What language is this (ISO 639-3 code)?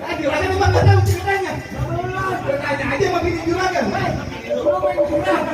bew